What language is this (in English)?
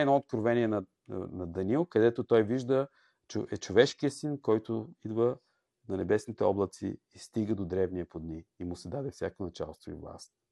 Bulgarian